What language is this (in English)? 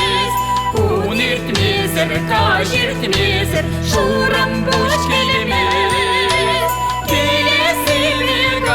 Chuvash